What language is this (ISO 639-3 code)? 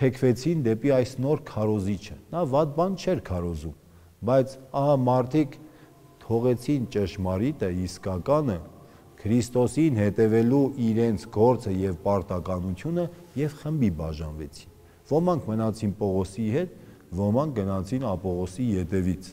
hye